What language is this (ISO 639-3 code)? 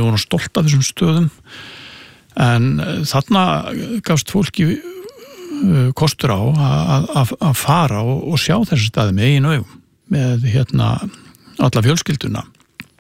isl